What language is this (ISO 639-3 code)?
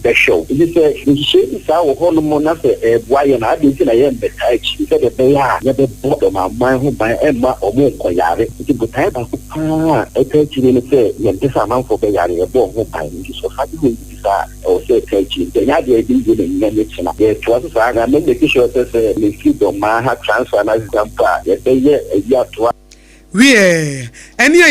aka